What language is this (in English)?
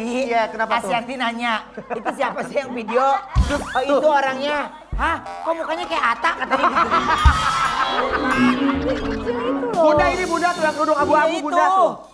Indonesian